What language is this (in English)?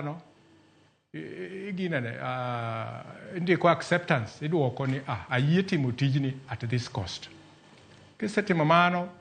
Luo (Kenya and Tanzania)